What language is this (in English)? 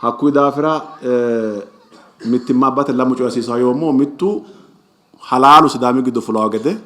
Sidamo